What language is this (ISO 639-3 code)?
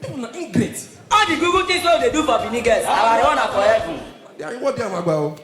pcm